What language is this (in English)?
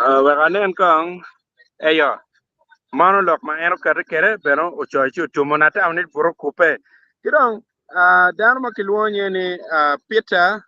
Acoli